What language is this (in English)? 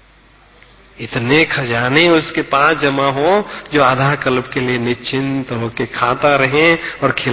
Hindi